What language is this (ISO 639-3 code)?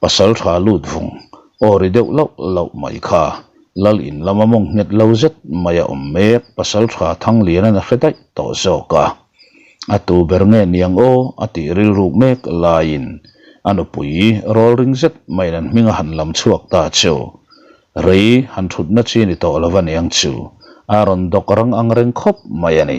lus